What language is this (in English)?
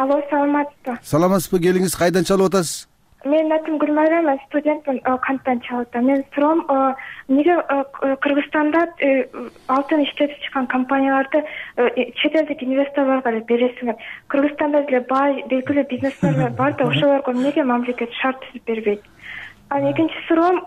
Kyrgyz